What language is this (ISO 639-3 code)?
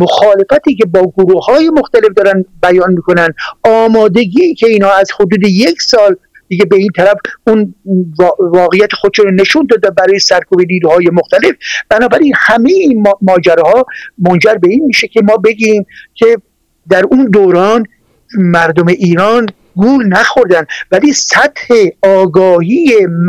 fas